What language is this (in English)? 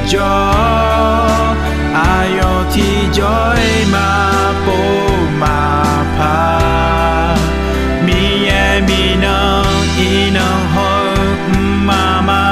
Akha